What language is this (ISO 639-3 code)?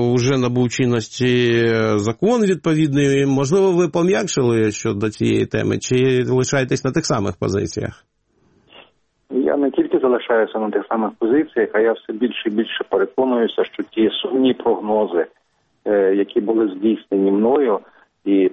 ukr